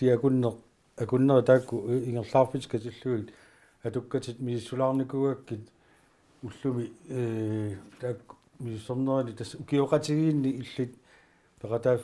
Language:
Kalaallisut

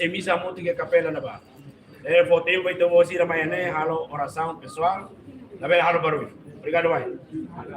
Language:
Tetum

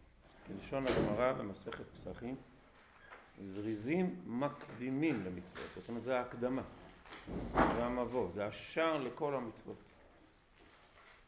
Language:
Hebrew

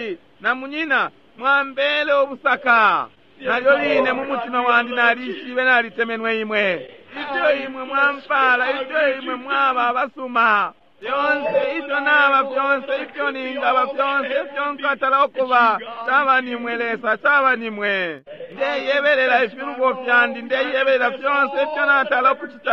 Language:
Bemba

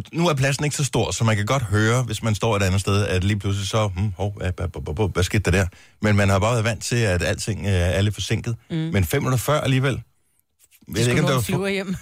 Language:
Danish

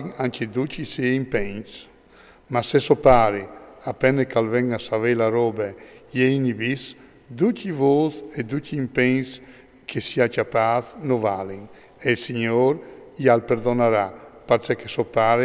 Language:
Friulian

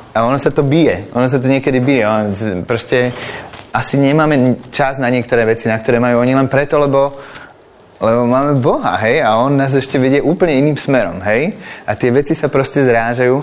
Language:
Slovak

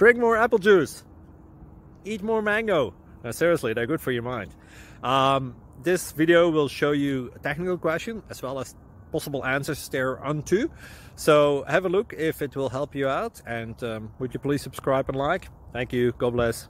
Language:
English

